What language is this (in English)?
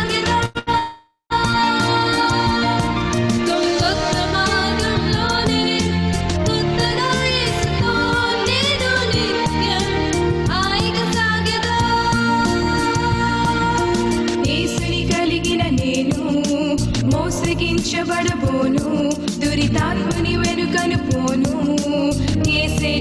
Telugu